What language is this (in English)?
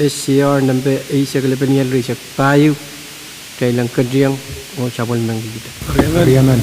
Pohnpeian